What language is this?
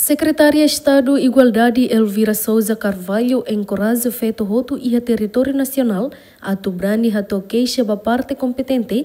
Tetum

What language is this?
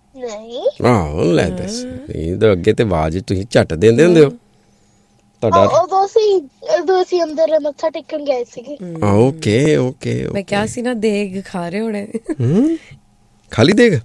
Punjabi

